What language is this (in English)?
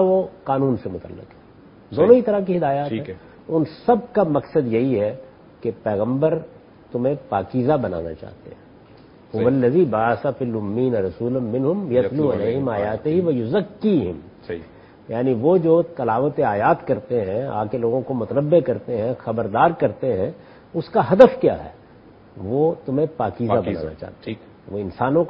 Urdu